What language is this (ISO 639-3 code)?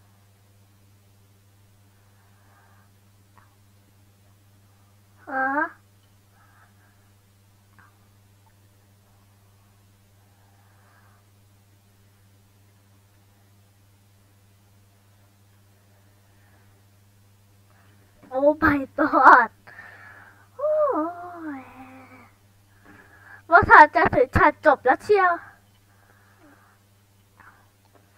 tha